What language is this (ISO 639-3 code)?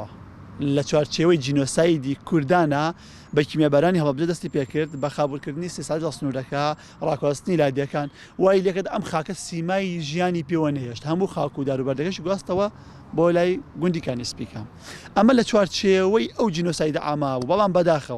ckb